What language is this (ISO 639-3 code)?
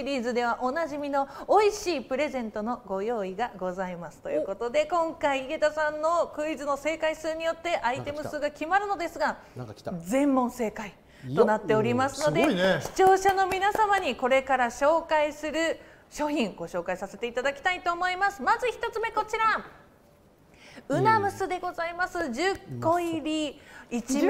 jpn